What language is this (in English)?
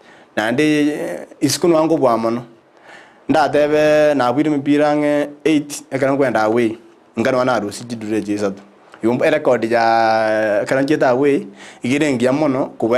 Gusii